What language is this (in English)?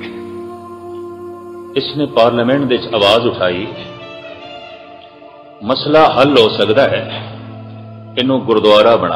Punjabi